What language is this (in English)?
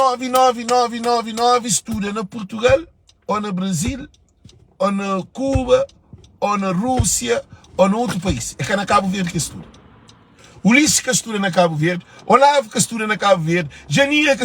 Kabuverdianu